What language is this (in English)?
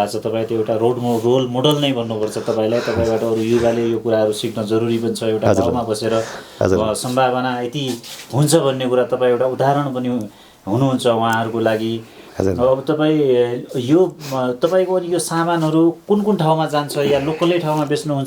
Nepali